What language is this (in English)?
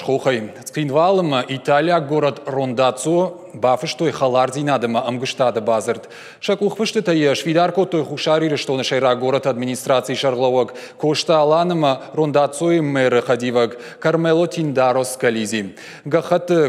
Ossetic